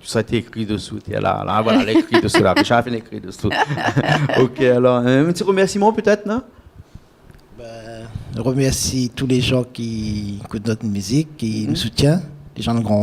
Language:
Réunion Creole French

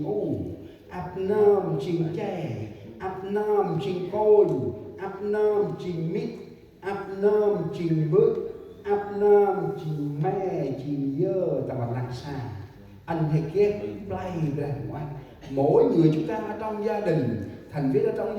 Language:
Central Mnong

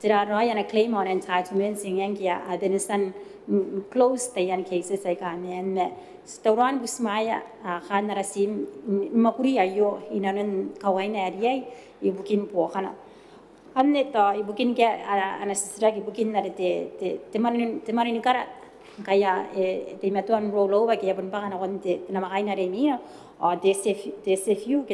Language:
Gilbertese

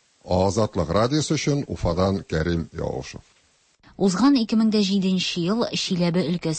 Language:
Tatar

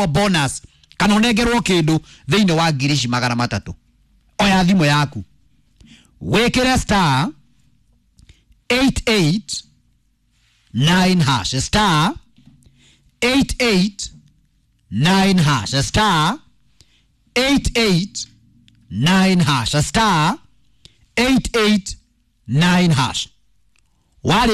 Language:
Kikuyu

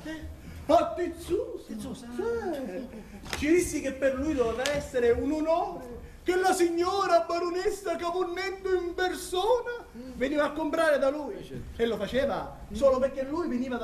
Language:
Sicilian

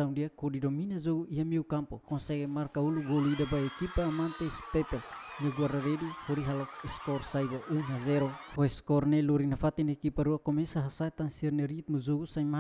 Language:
Tetum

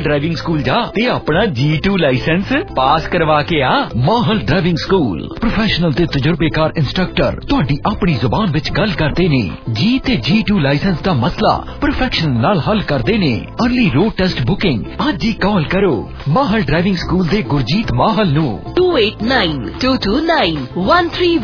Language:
Punjabi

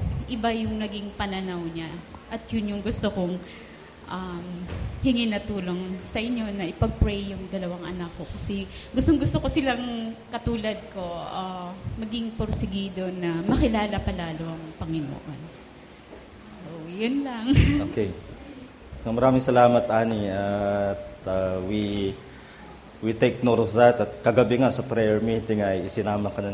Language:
Filipino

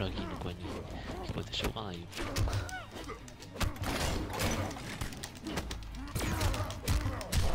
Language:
Japanese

